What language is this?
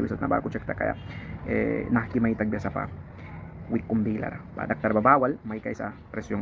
Mískito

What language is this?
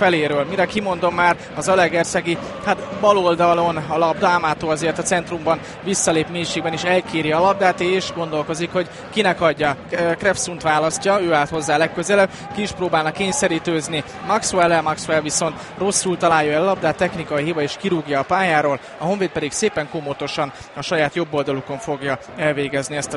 Hungarian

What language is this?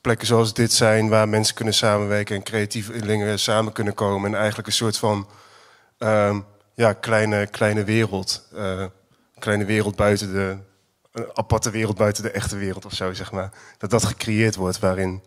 Dutch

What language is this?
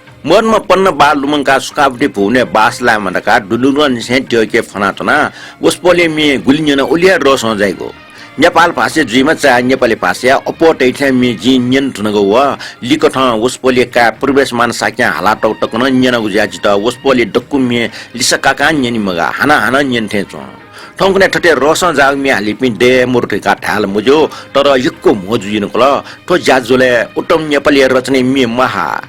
Newari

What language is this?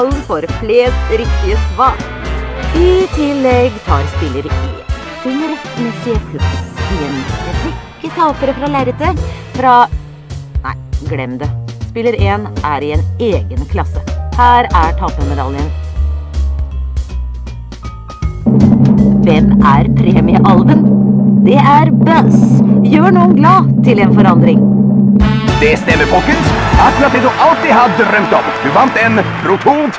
Norwegian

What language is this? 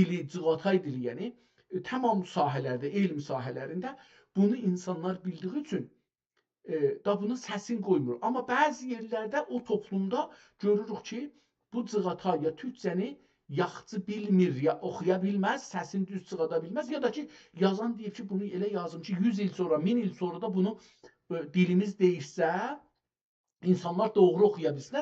South Azerbaijani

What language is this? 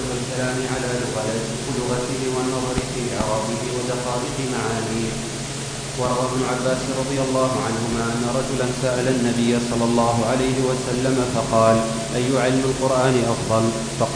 Arabic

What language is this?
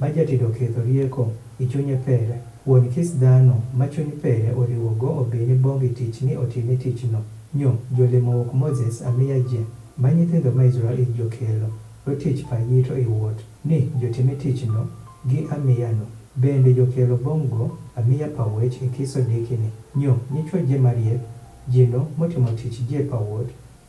Adhola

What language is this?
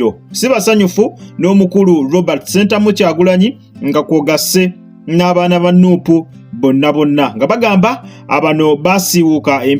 Ganda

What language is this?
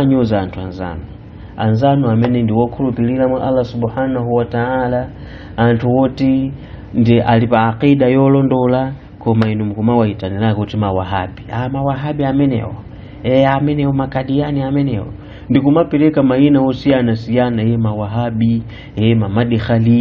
Nyanja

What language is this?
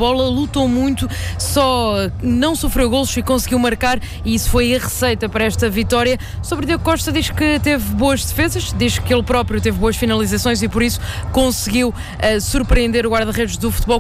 Portuguese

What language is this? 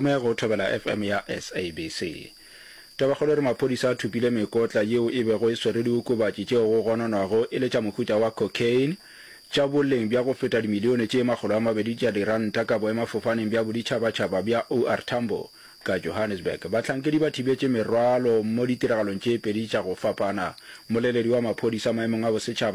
Northern Sotho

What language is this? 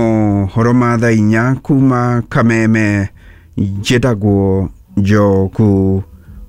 Kikuyu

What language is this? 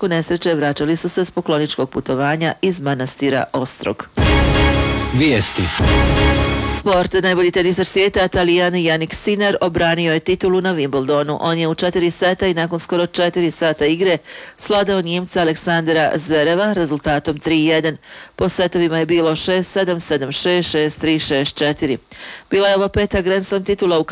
Bosnian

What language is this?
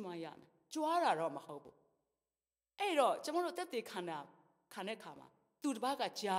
Burmese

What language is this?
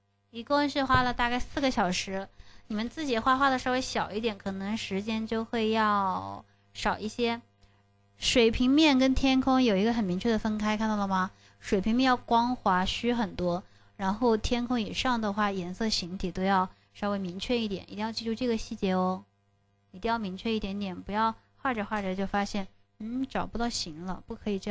Chinese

